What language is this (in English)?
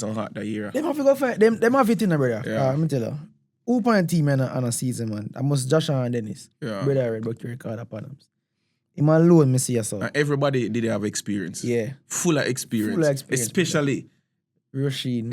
Jamaican Creole English